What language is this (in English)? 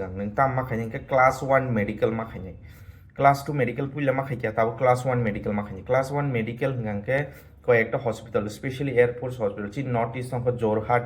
Kok Borok